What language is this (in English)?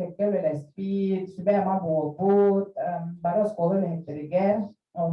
Yakut